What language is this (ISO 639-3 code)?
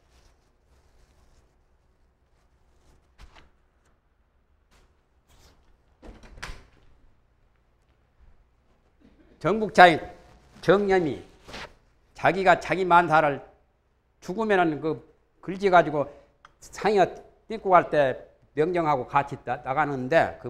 kor